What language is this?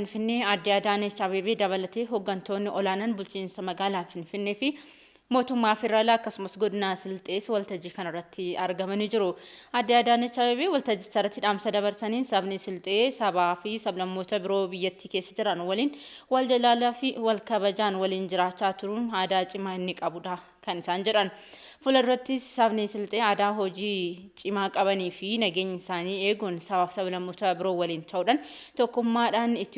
Oromo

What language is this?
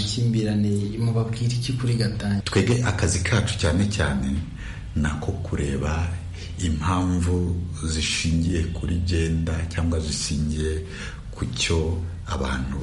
Kinyarwanda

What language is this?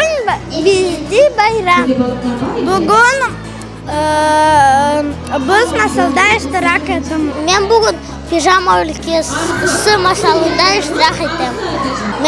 Crimean Tatar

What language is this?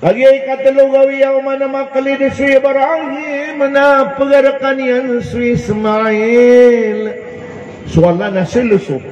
Maranao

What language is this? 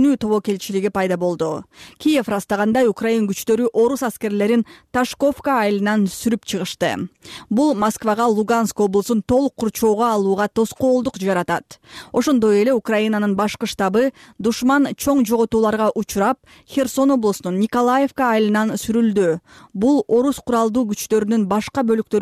Kyrgyz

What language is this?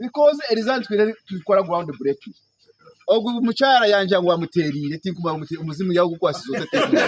Nyankole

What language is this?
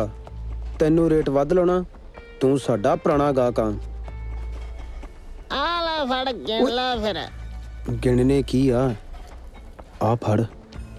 Punjabi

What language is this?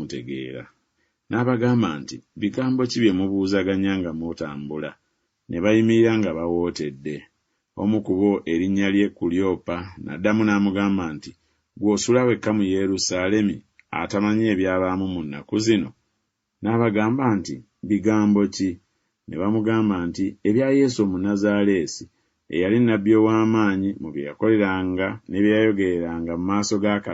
Ganda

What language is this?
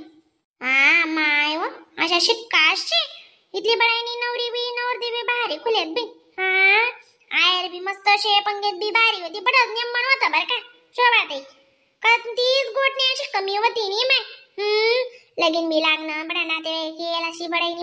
Khandesi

